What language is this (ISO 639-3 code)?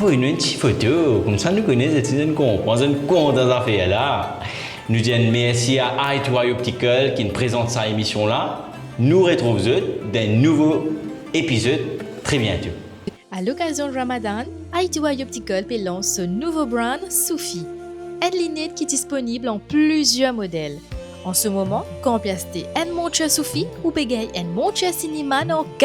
mfe